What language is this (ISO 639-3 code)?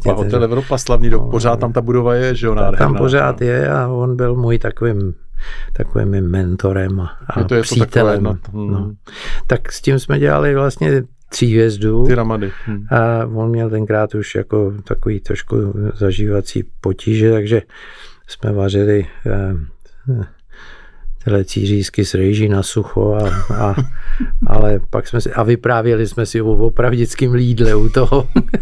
ces